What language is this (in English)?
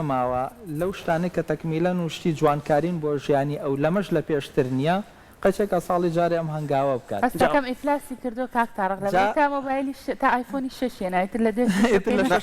Central Kurdish